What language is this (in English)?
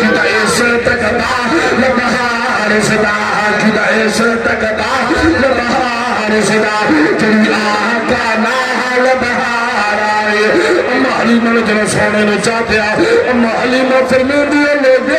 Saraiki